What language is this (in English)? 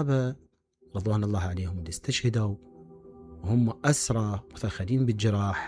Mesopotamian Arabic